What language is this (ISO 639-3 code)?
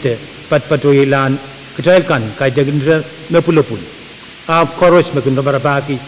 pon